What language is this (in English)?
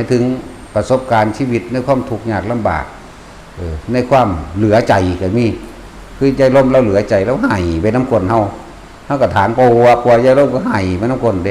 Northeastern Thai